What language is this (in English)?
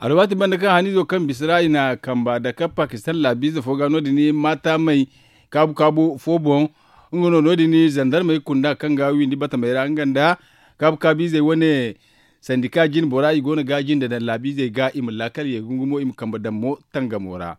Zarma